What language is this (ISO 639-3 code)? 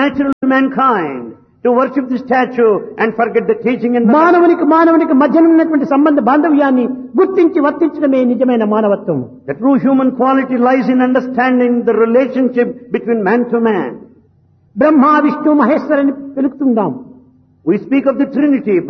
tel